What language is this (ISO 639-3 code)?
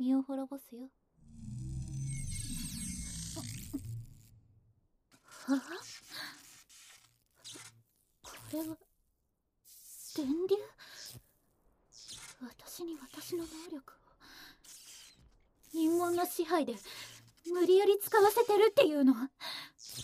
jpn